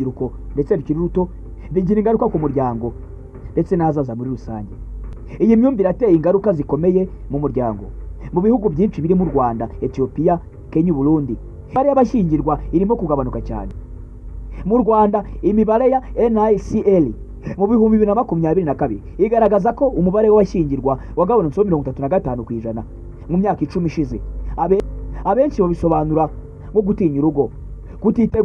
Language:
Kinyarwanda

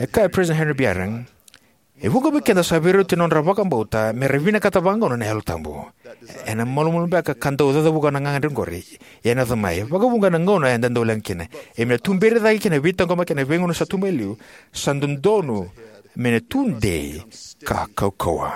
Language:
Fijian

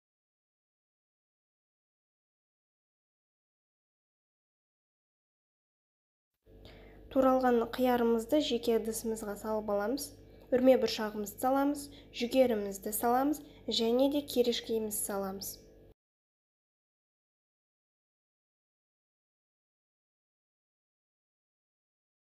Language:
Kazakh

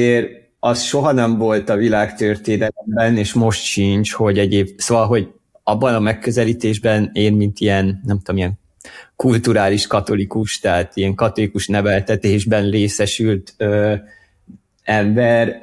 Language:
Hungarian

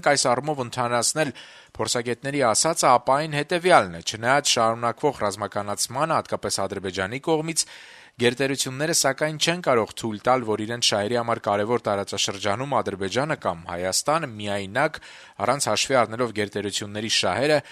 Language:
Armenian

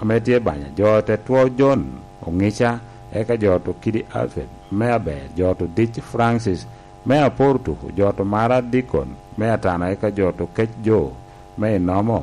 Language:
Lango (Uganda)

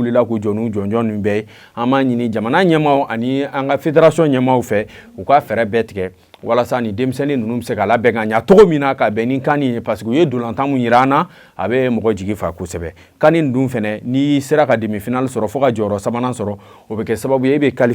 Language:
Bambara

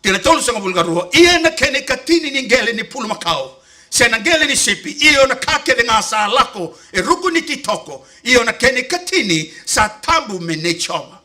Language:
Fijian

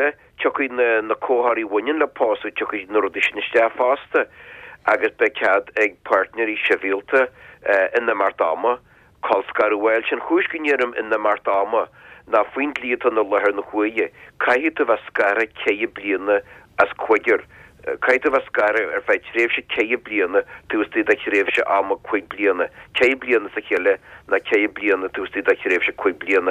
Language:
Irish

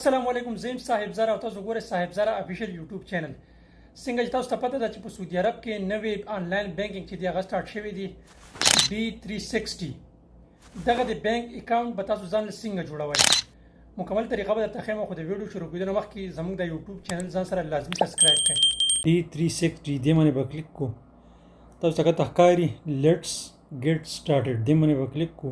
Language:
Pashto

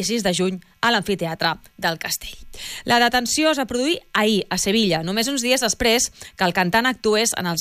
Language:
Catalan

